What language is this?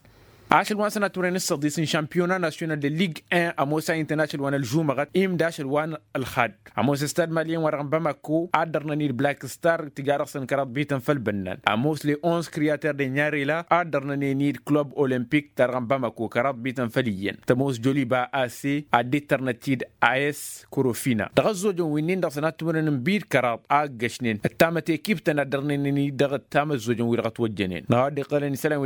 Tamasheq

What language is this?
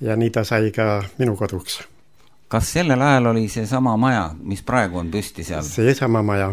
Estonian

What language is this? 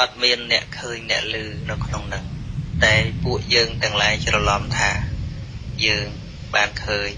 Khmer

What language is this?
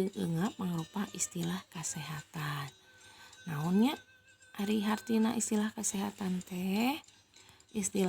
Sundanese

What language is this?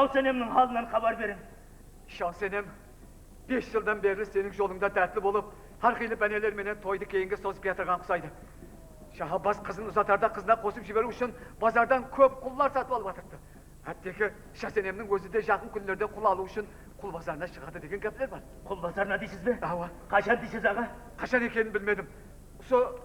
Kara-Kalpak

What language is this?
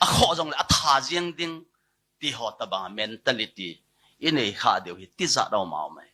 Thado Chin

